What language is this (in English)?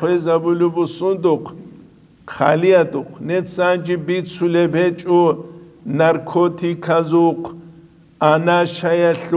Avaric